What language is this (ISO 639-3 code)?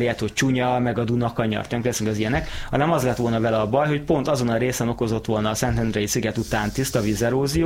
hun